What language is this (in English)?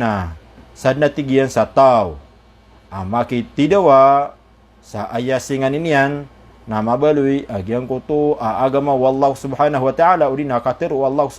Maranao